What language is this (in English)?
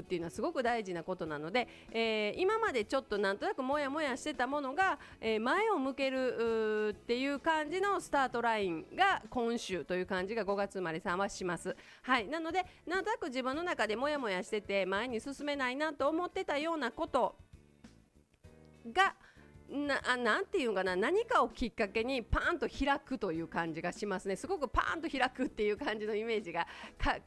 Japanese